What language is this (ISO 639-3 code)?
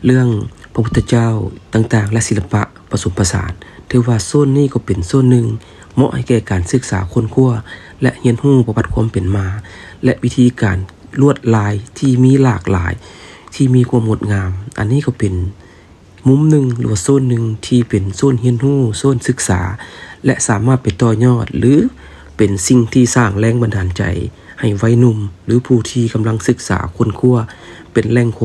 lao